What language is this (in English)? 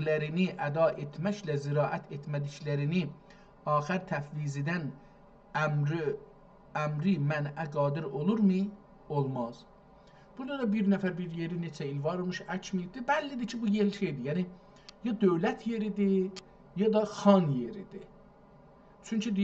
South Azerbaijani